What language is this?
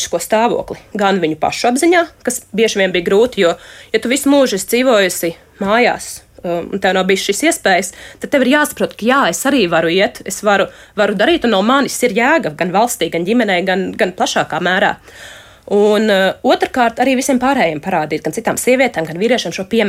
Latvian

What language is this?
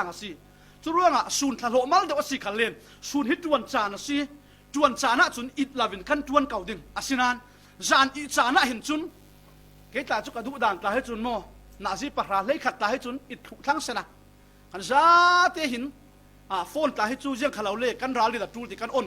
Falam Chin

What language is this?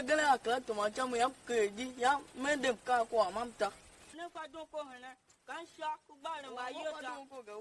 Tiv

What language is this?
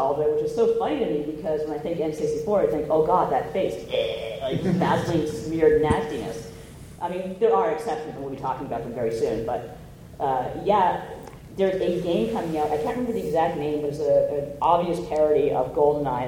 English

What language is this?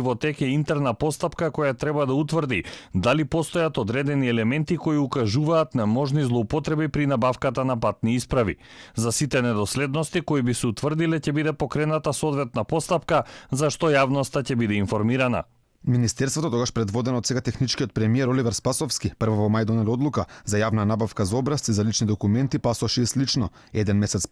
Macedonian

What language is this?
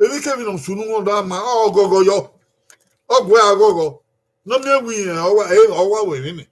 Bini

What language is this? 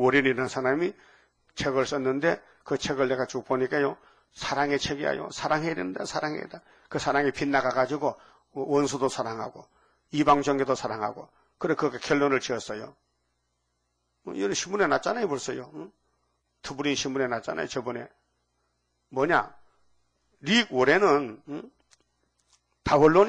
Korean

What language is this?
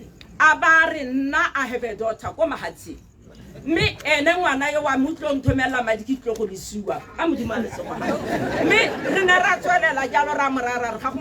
Tswana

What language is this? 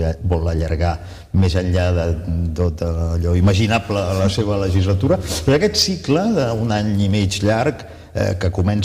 Catalan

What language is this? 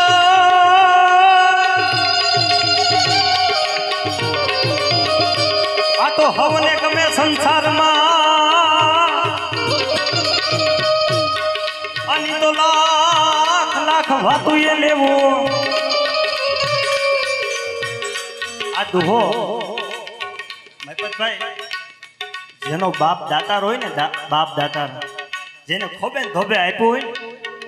Gujarati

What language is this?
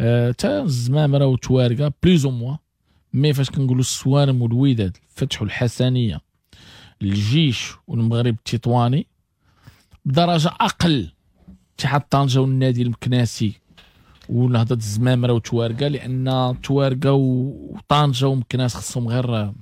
Moroccan Arabic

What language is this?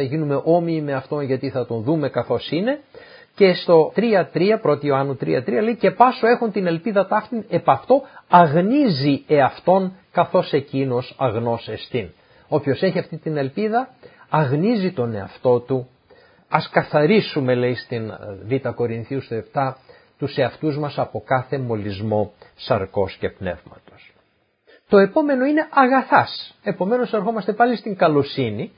Greek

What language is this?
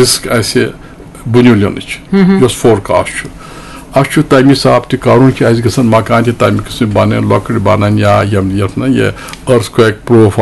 Kashmiri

